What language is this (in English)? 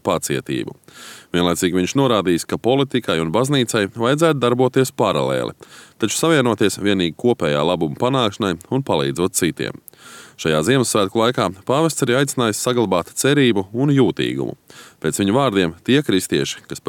Latvian